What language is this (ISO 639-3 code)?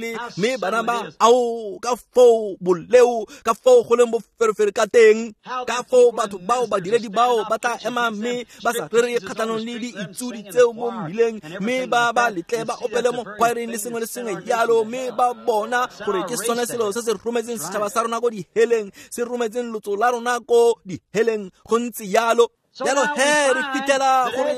tsn